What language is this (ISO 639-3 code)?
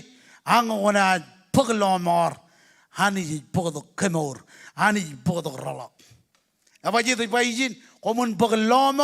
mah